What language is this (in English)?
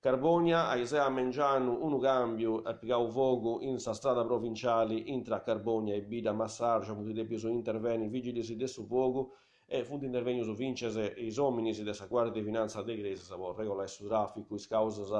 Sardinian